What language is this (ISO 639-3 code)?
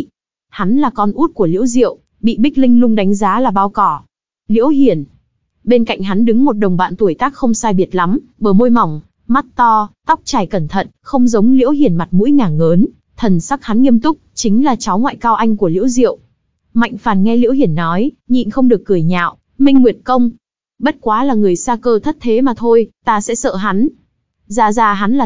vie